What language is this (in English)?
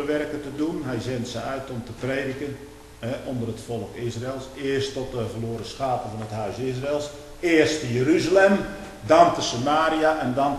Dutch